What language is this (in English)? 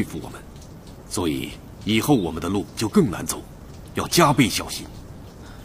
Chinese